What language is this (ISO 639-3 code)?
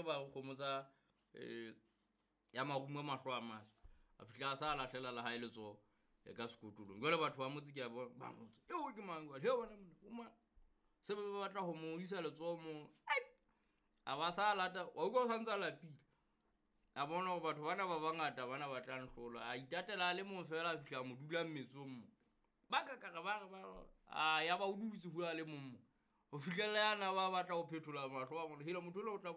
sot